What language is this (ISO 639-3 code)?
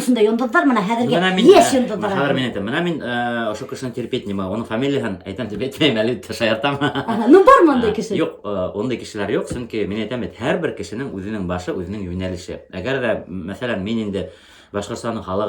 bak